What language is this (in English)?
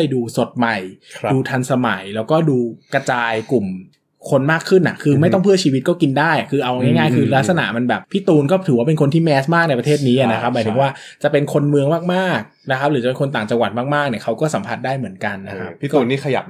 Thai